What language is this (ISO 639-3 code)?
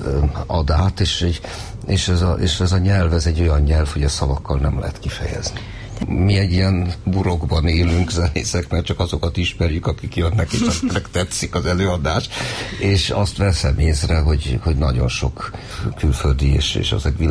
hun